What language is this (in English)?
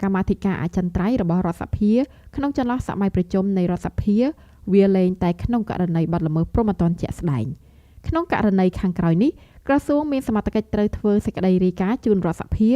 Khmer